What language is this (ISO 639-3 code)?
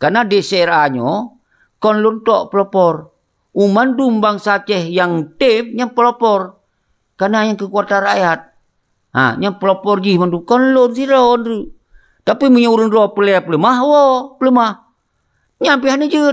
ace